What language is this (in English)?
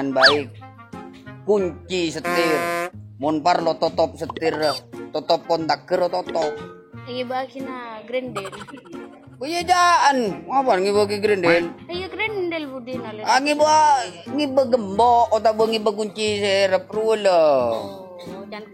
Madurese